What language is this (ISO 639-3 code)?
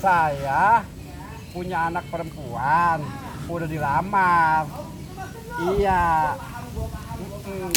bew